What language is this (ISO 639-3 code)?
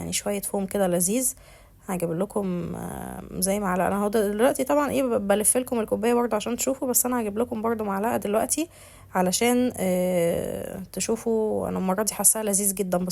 arz